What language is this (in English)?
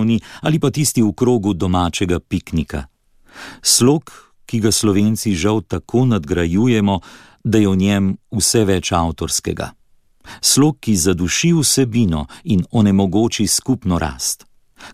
Slovenian